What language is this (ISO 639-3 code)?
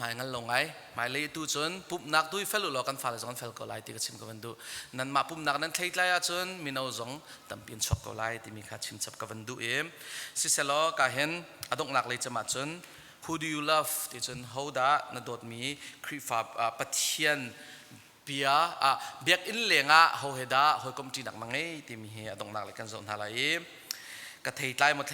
cnh